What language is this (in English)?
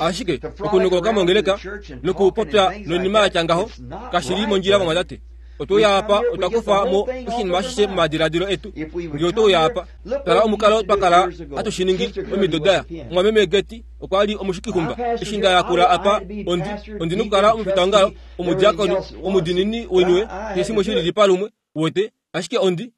Kuanyama